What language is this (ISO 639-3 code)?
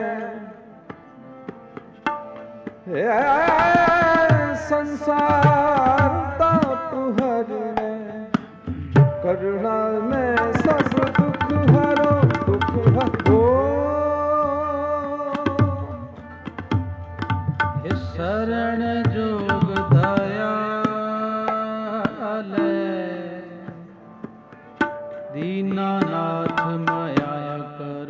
pan